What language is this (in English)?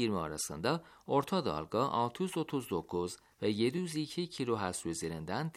Turkish